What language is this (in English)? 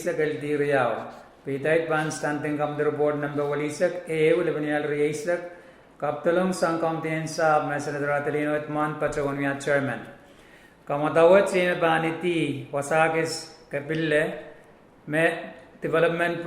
Pohnpeian